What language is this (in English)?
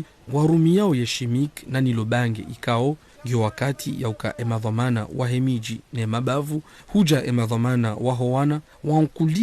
Ngazidja Comorian